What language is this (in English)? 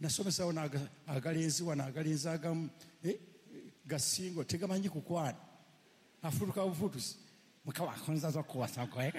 Ganda